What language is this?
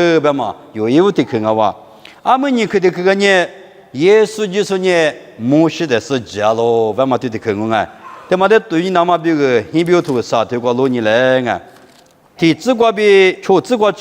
Lisu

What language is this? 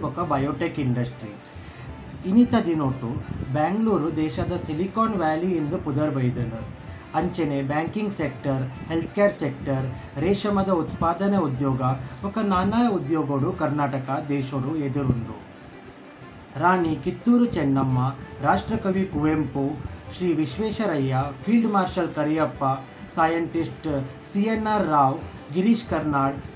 Tulu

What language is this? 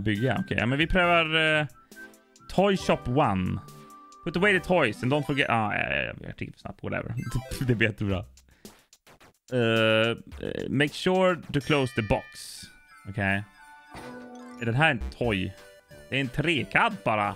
Swedish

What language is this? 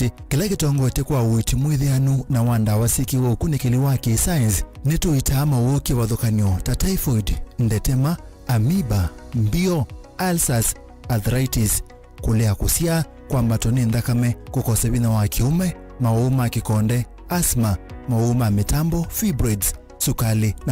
Kamba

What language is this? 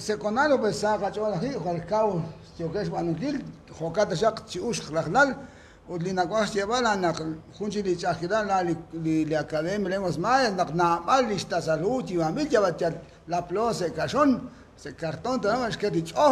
Kekchí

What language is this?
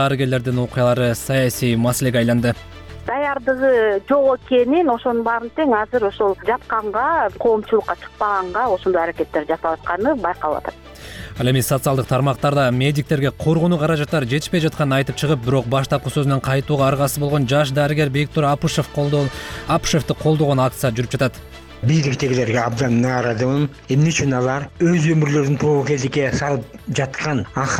Kyrgyz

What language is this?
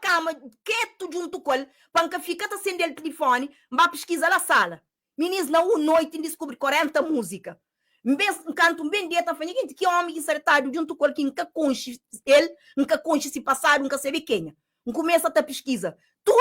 Kabuverdianu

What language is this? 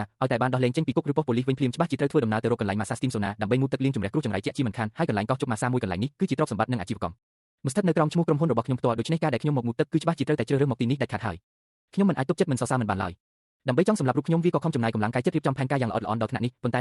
Khmer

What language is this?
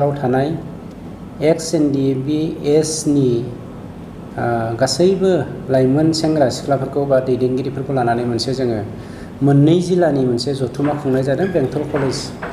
Bodo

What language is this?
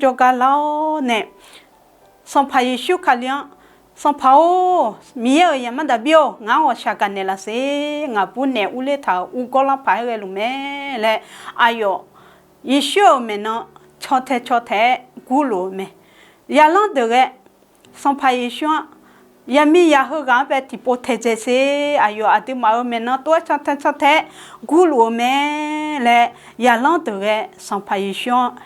Akha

